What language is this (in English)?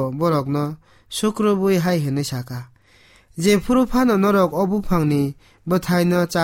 Kok Borok